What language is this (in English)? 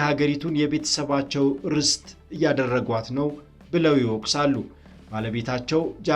Amharic